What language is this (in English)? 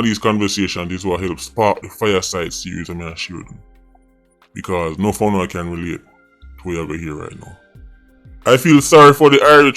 Jamaican Creole English